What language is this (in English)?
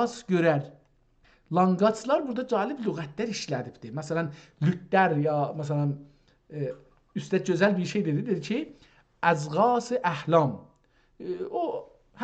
South Azerbaijani